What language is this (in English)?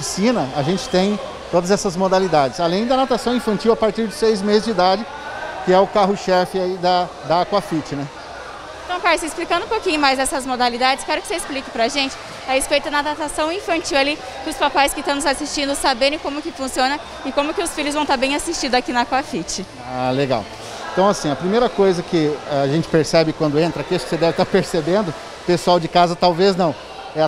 Portuguese